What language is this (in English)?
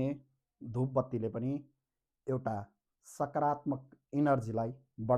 Nepali